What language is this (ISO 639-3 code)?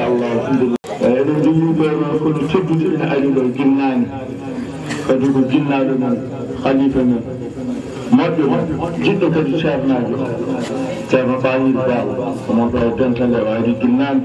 ful